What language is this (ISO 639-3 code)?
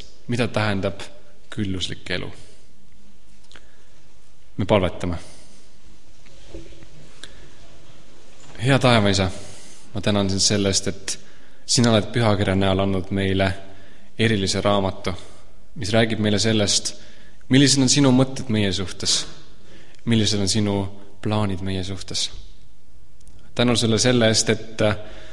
est